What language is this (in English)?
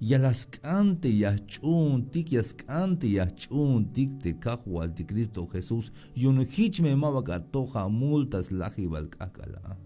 Tzeltal